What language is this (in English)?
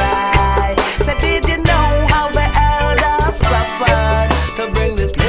Jamaican Creole English